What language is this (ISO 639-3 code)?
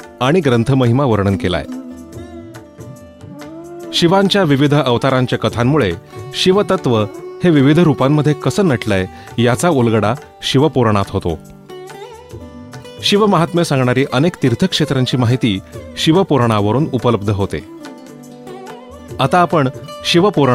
mar